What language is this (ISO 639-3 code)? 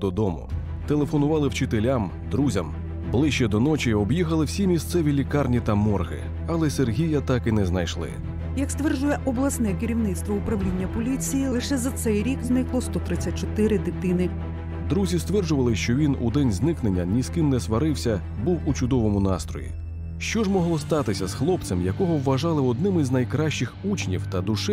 ukr